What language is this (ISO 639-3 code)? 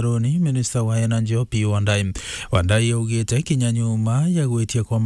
mer